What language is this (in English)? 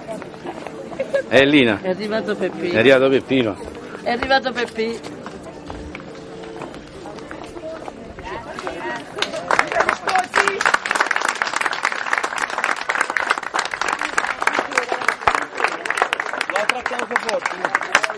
Italian